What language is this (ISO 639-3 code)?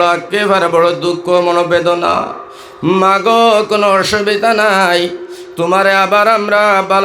syl